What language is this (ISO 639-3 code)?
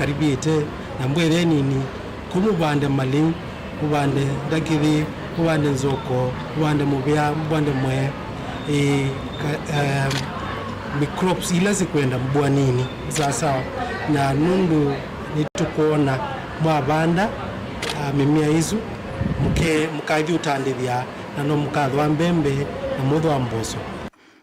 kam